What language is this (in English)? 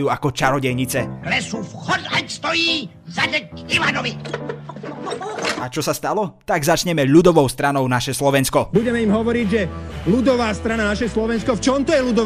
Slovak